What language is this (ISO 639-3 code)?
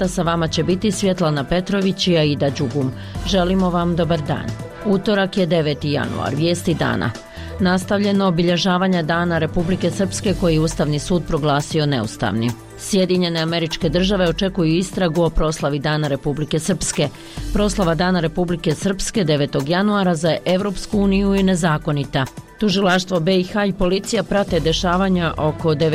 bos